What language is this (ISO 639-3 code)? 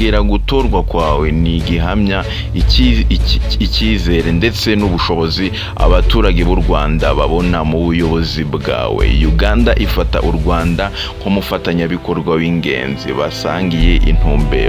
kin